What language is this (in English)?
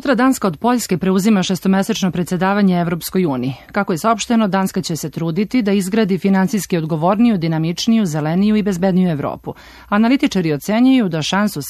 Serbian